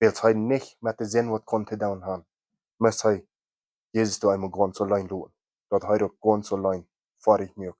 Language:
Plautdietsch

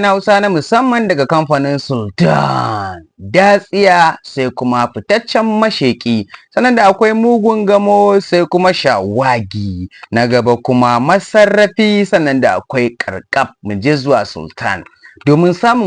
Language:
Hausa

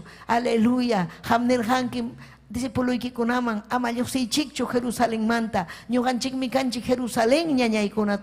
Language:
Ayacucho Quechua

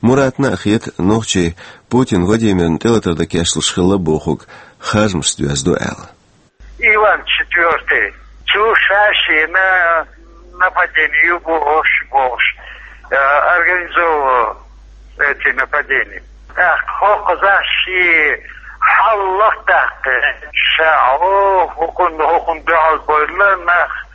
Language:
Chechen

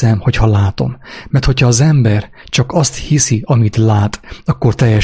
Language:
Hungarian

